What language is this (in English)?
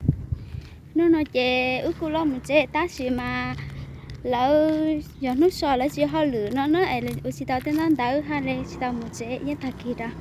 Hmong